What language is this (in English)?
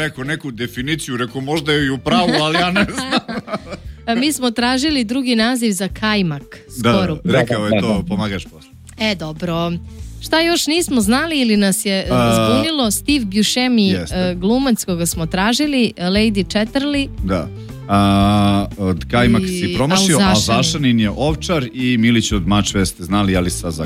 Serbian